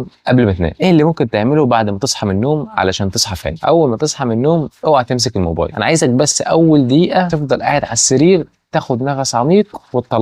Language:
Egyptian Arabic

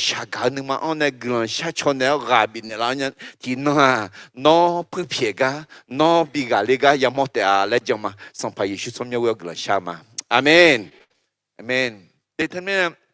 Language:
Akha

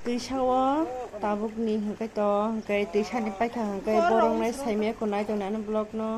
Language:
Kok Borok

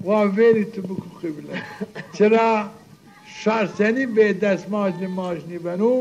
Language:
Zaza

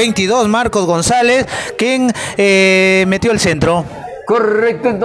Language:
Spanish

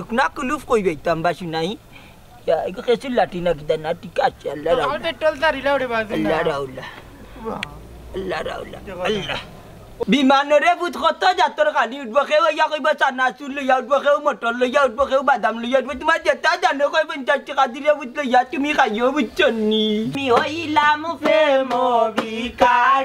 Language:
Sylheti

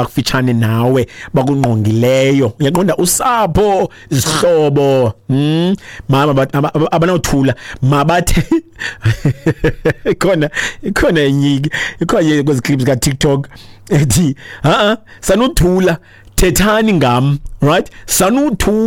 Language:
Xhosa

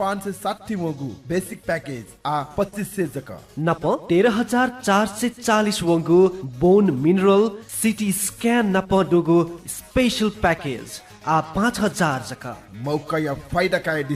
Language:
Newari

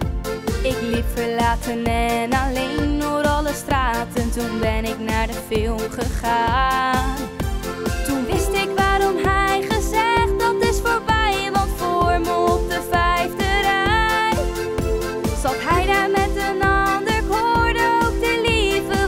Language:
Dutch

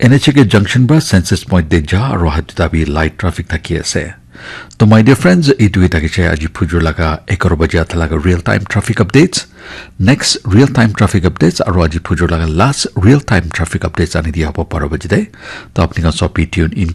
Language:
Naga Pidgin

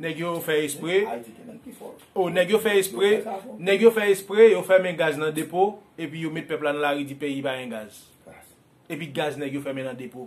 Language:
Haitian Creole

